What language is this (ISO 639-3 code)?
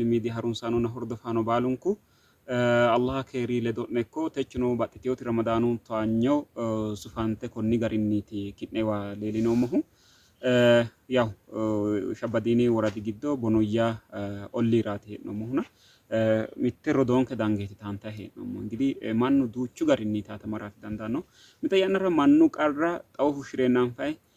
sid